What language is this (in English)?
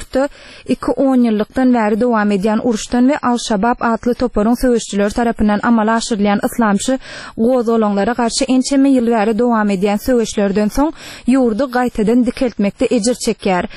Turkmen